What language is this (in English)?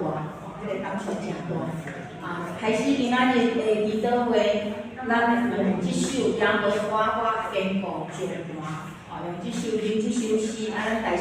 Min Nan Chinese